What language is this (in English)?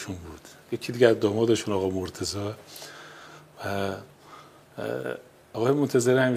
Persian